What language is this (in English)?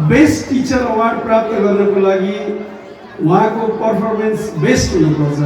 Nepali